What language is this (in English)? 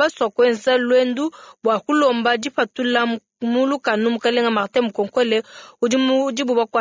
Luba-Lulua